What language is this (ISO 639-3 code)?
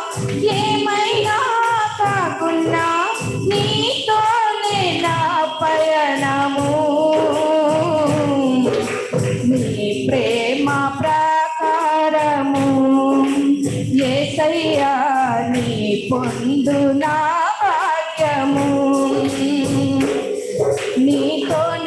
tel